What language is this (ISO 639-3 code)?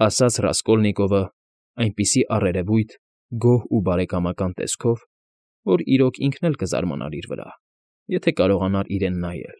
hye